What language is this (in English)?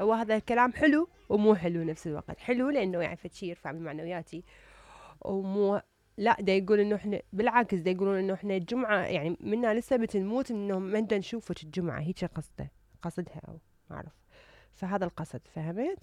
Mesopotamian Arabic